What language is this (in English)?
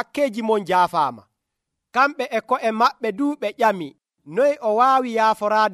Nigerian Fulfulde